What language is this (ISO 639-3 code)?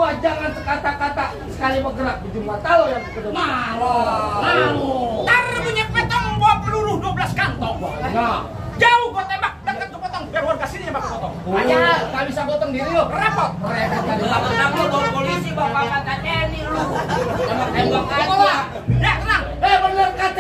bew